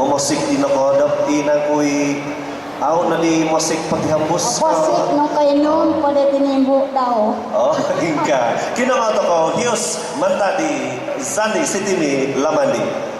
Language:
Central Dusun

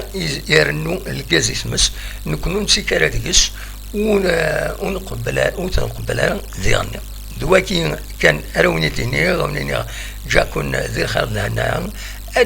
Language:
Kabyle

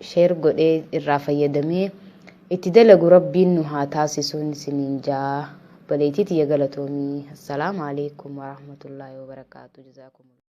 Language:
Oromo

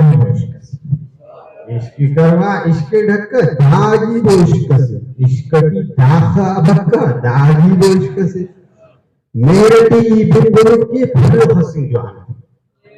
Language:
Brahui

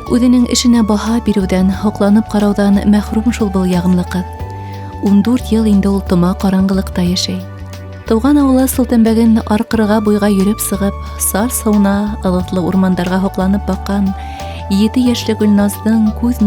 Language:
Bashkir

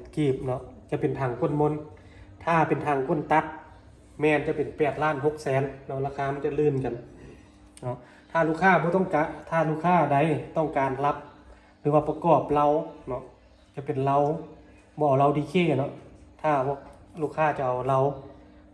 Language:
Lao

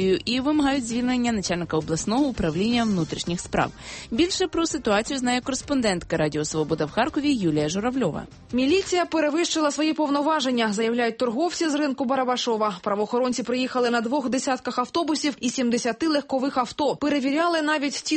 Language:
Ukrainian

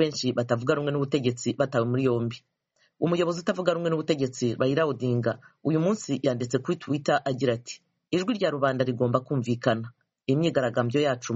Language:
Kinyarwanda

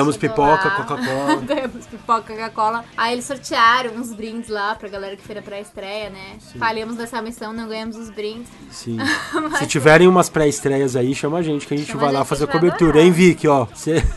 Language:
Portuguese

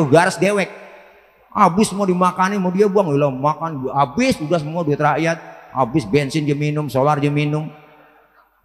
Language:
Betawi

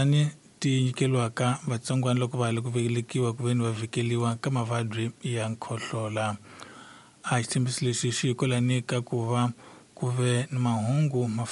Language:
Tsonga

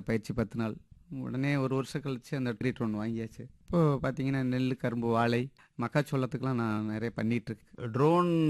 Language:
Tamil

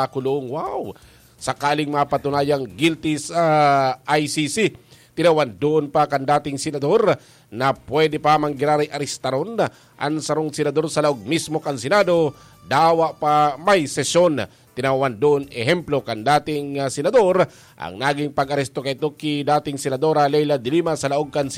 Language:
Bikol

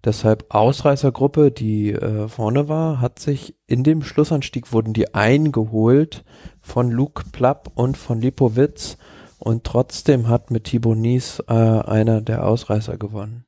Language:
German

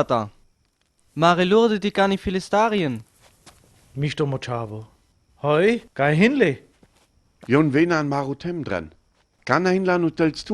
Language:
Sinte Romani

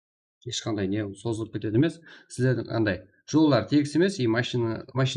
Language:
Kara-Kalpak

